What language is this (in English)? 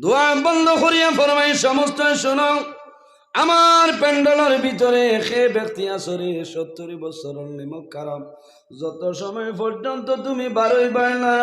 Sylheti